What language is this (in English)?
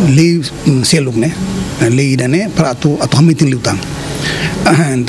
Tetum